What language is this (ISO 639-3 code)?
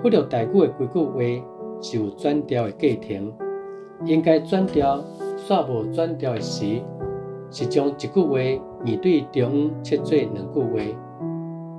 nan